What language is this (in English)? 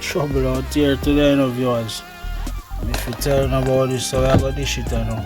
Jamaican Creole English